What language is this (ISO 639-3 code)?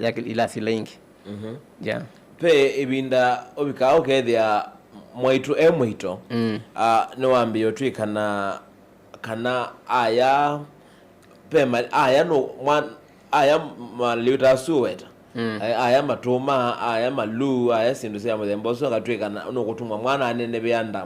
kam